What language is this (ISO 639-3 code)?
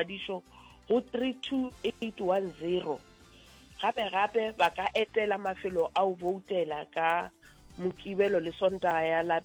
nso